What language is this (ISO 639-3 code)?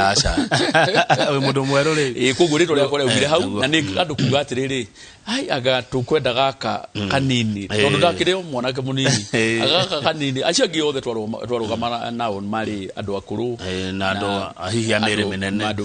kik